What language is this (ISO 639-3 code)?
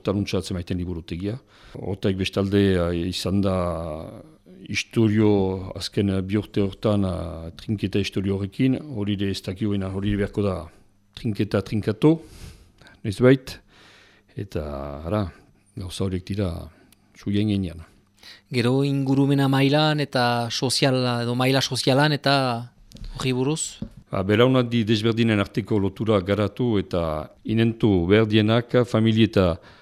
eus